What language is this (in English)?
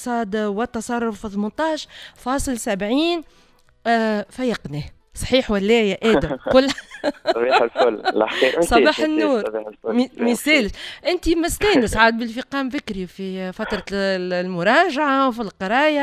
Tunisian Arabic